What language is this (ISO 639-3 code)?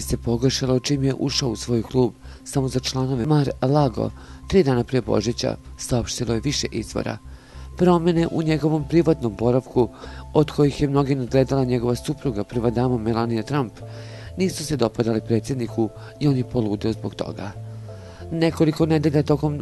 bos